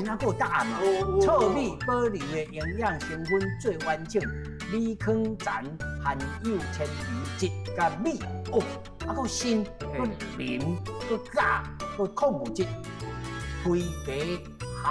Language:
Min Nan Chinese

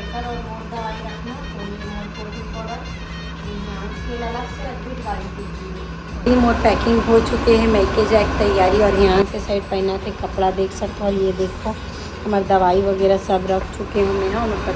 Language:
Chhattisgarhi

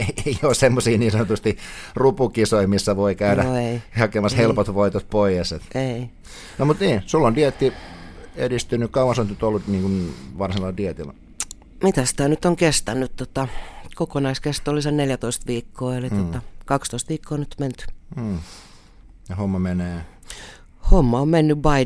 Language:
Finnish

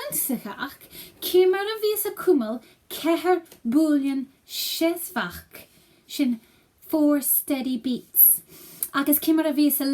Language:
Scottish Gaelic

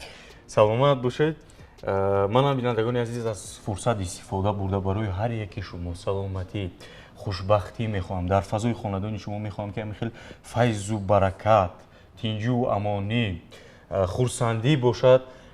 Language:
Tajik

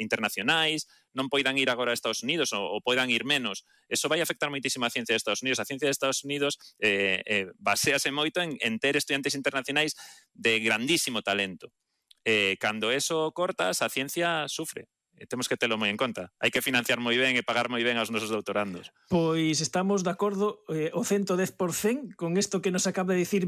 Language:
Galician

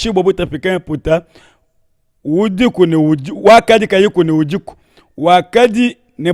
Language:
Luba-Lulua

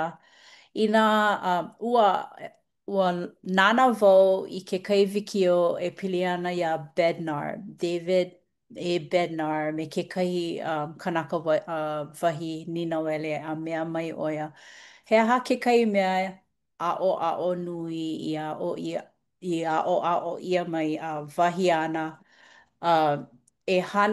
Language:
Hawaiian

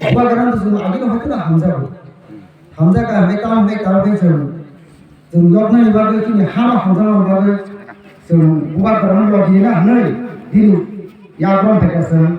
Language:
Kok Borok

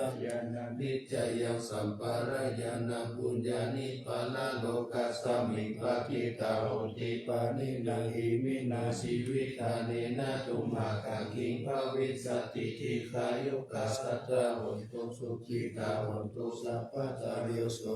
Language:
Pali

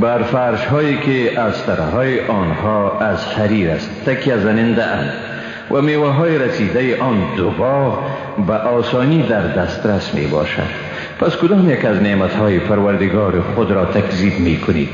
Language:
Persian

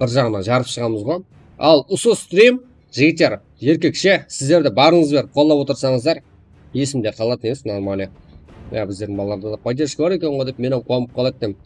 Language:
Kara-Kalpak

